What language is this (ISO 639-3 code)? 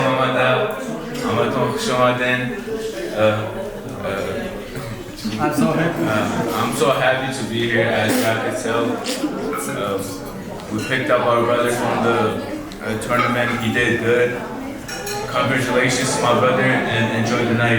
tgk